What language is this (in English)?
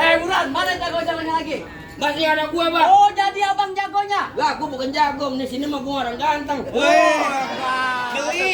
Betawi